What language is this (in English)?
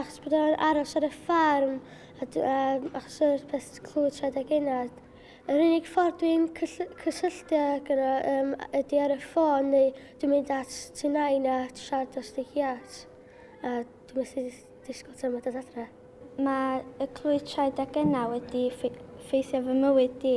Welsh